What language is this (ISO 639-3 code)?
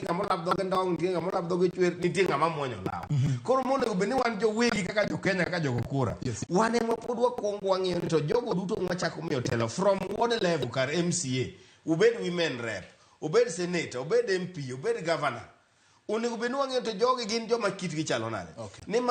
luo